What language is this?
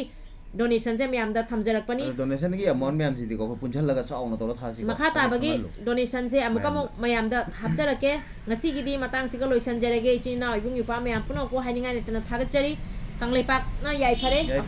Manipuri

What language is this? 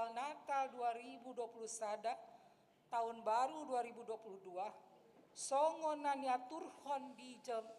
Batak Toba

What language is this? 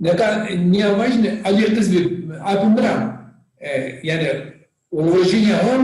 Zaza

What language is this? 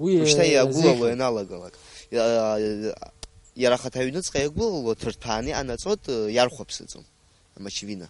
Abkhazian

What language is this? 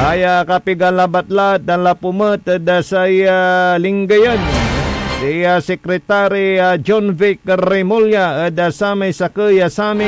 Pangasinan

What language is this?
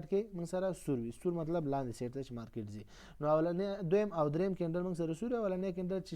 Pashto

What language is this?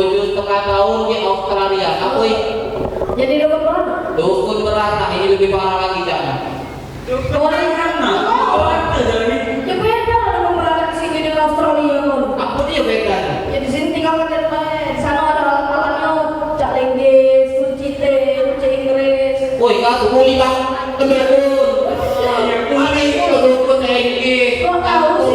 Musi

